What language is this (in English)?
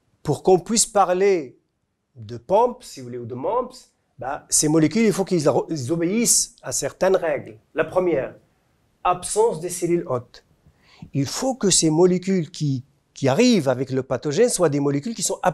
French